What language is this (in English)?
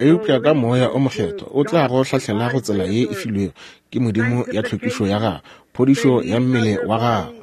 Northern Sotho